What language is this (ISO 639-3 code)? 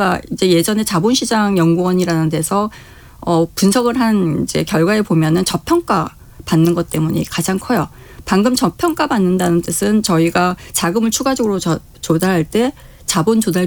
kor